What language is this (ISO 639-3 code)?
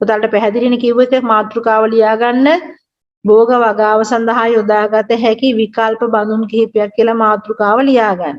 sin